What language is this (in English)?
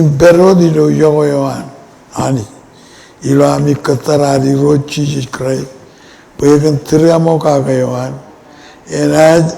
Marshallese